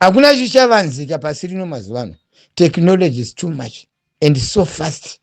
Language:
Shona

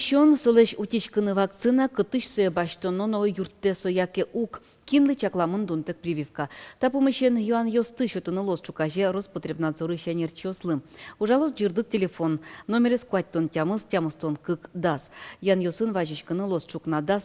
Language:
Udmurt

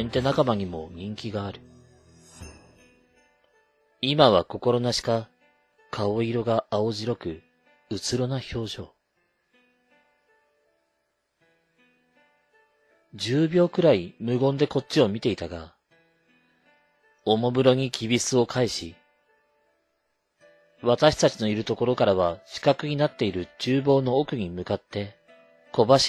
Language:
Japanese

